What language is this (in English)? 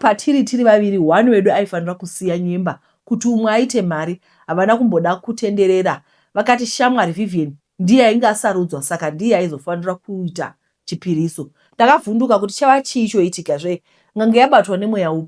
Shona